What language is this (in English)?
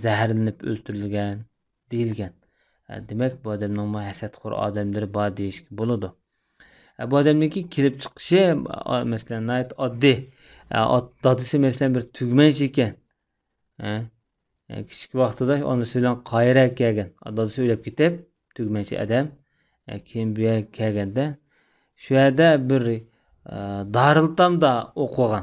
Uyghur